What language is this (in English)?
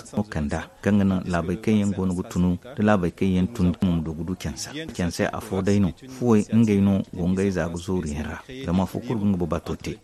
Zarma